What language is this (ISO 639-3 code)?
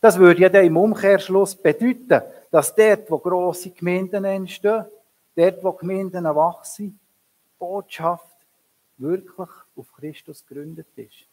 gsw